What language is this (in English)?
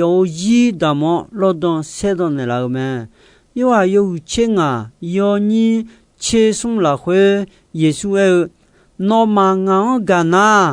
Akha